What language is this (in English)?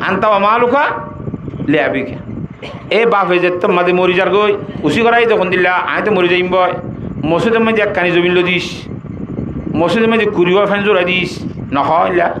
Rohingya